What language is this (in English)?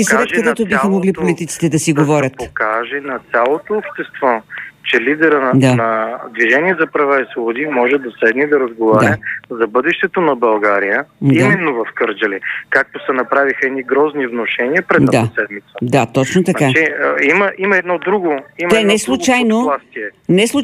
Bulgarian